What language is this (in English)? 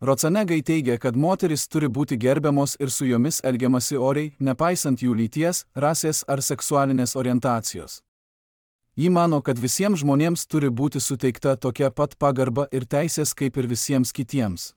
Lithuanian